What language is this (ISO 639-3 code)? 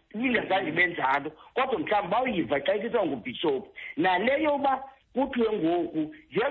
xho